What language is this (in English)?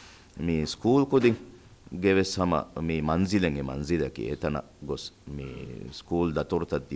Divehi